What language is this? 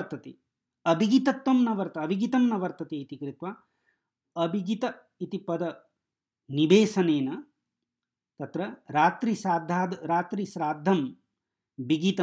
Sanskrit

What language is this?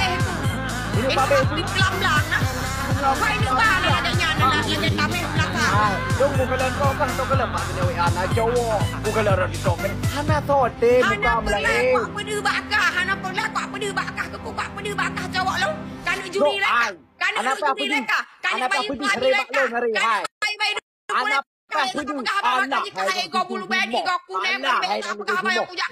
Achinese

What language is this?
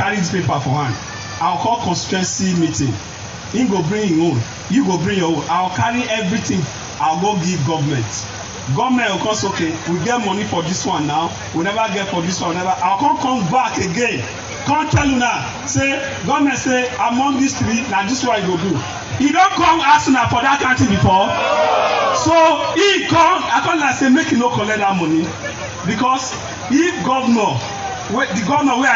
Nigerian Pidgin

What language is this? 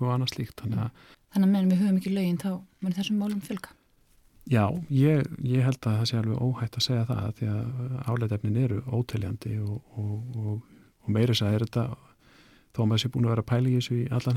Icelandic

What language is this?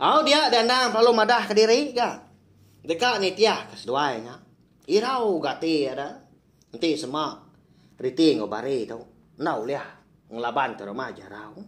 Iban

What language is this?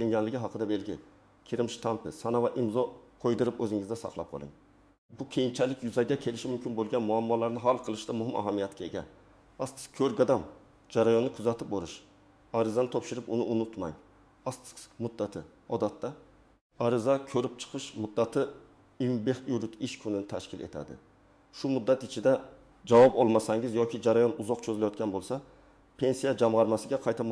Uzbek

